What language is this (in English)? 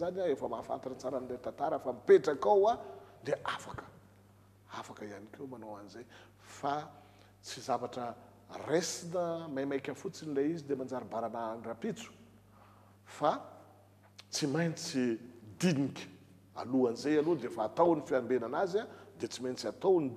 Malagasy